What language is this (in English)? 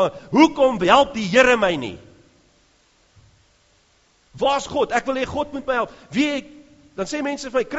Afrikaans